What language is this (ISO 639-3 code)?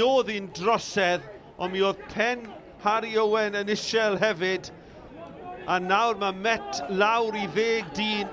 cym